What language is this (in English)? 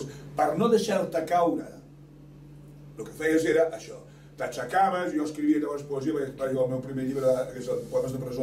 Catalan